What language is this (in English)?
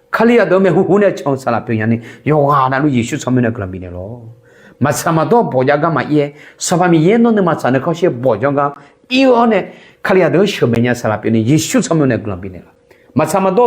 Akha